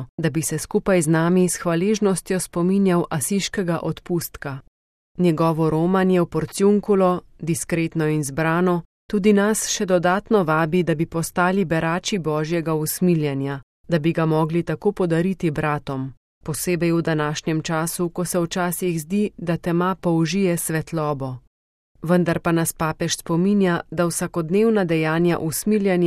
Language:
Slovenian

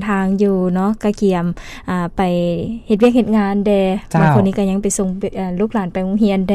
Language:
Lao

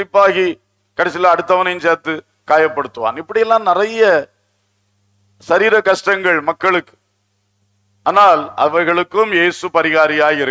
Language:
Tamil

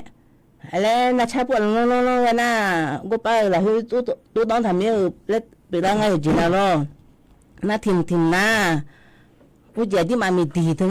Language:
Akha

